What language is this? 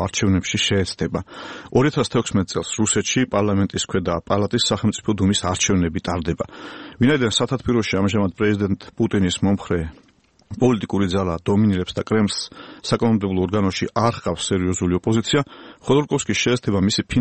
Georgian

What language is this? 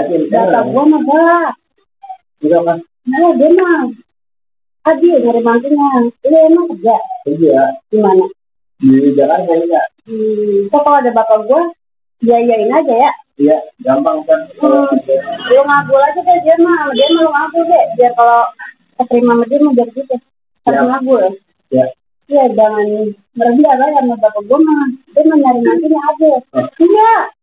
Betawi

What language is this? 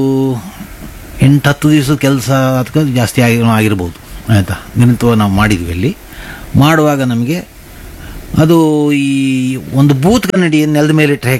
Kannada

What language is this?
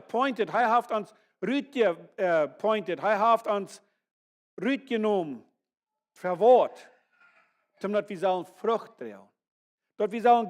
Plautdietsch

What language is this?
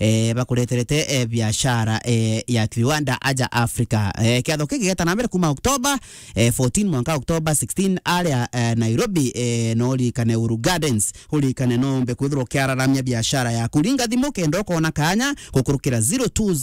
Meru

